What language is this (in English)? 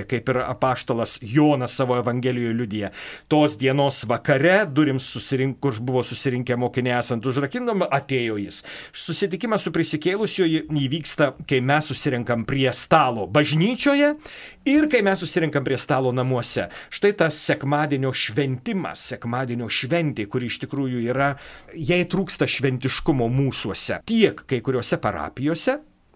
Lithuanian